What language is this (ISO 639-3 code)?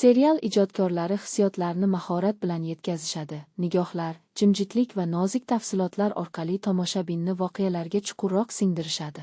uzb